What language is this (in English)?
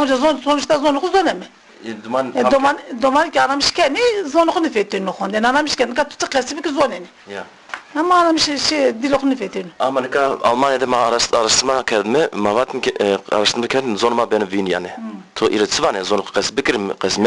Zaza